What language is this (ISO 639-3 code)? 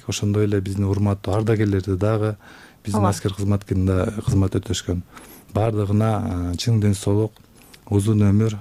kir